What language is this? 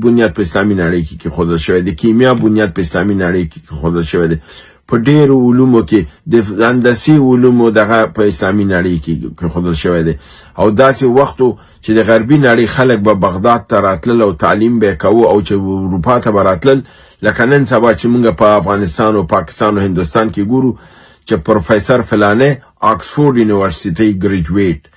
Pashto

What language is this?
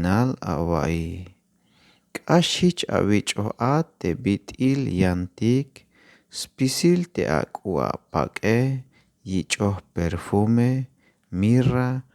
Tzeltal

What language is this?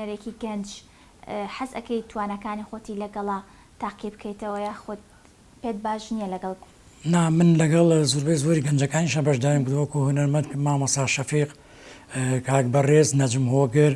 Central Kurdish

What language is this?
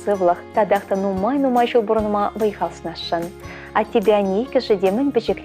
Chuvash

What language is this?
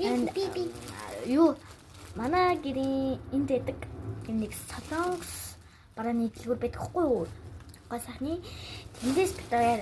Mongolian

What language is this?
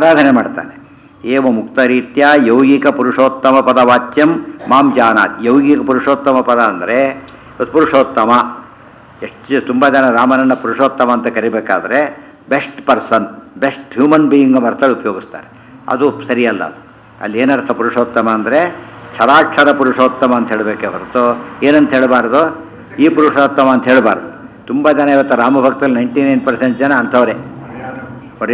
Kannada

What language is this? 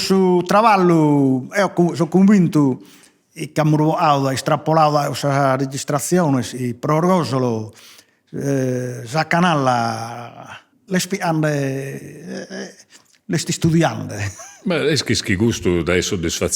Sardinian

